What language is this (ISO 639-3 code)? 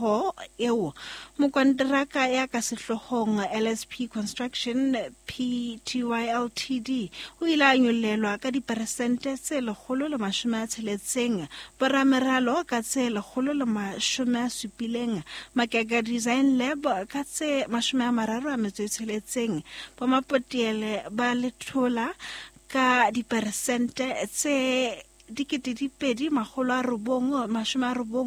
sot